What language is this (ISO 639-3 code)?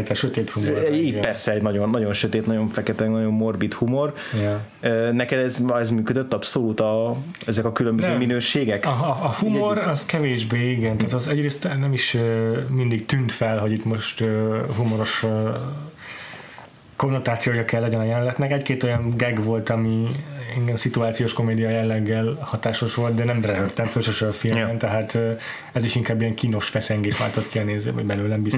hun